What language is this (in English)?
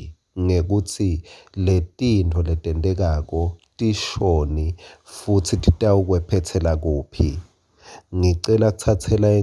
Swati